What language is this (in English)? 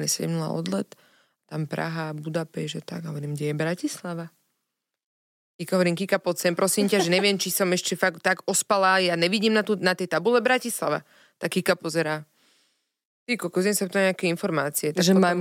Slovak